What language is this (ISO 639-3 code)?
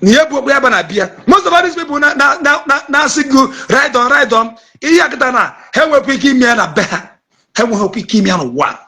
ibo